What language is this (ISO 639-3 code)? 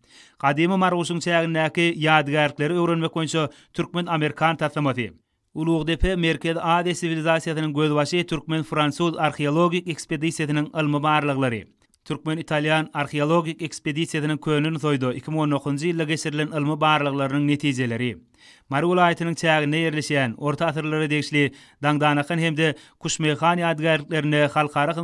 tuk